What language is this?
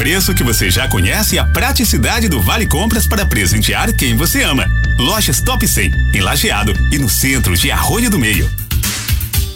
Portuguese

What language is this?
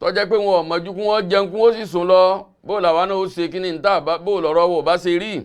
Yoruba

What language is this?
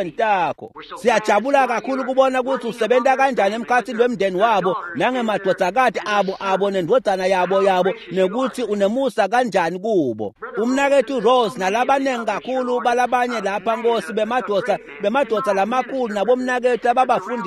Swati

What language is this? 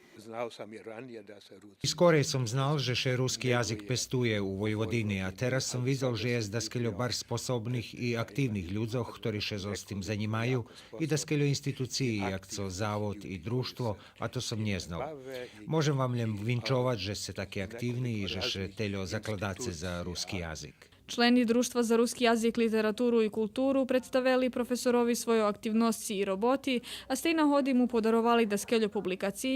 Rusyn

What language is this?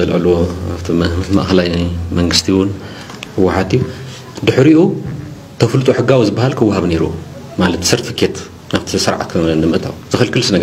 Tigrinya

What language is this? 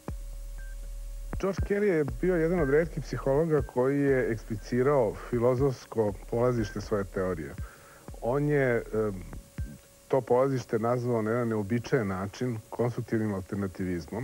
Serbian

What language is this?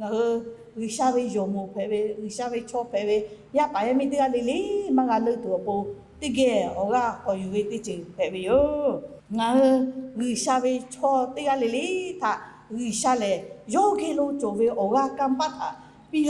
Lahu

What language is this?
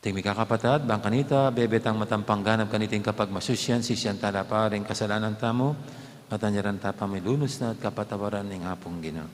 Pampanga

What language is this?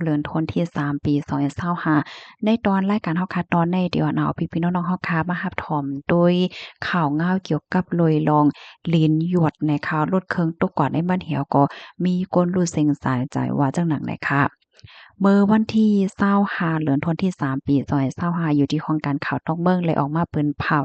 Shan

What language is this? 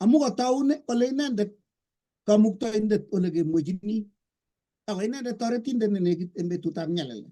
Kalenjin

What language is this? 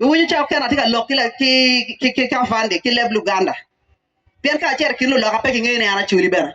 Acoli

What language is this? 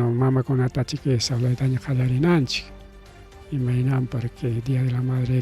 Ayacucho Quechua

